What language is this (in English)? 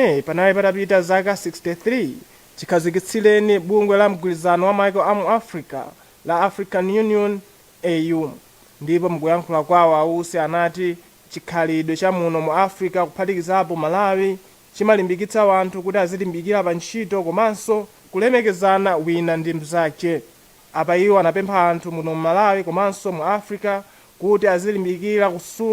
Nyanja